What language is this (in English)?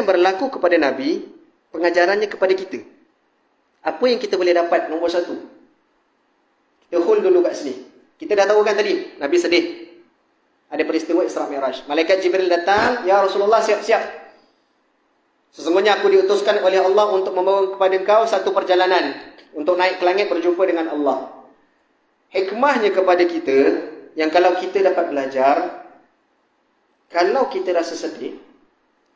Malay